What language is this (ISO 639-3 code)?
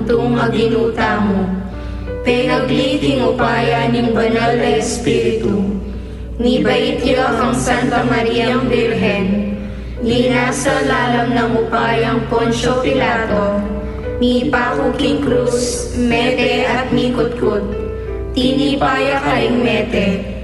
pam